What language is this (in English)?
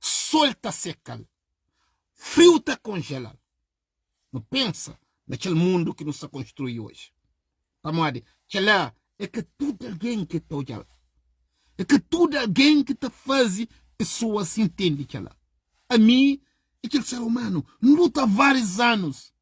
Kabuverdianu